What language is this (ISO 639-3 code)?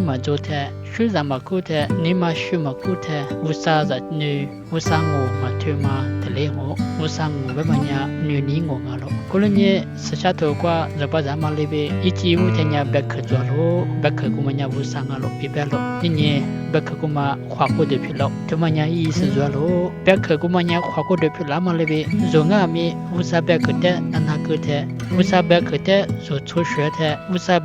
lis